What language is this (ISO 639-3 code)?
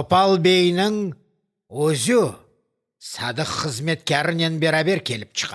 crh